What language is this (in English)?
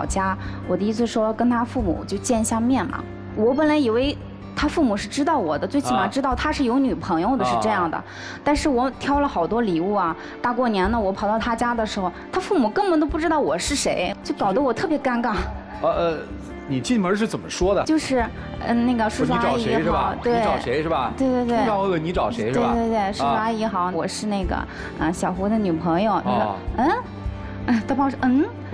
Chinese